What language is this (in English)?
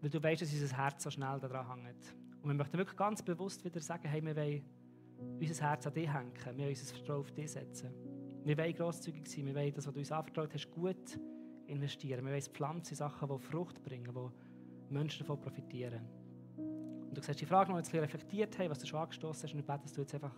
Swiss German